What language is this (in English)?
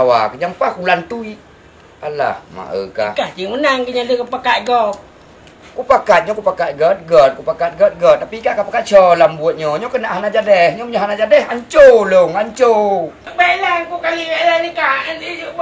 Achinese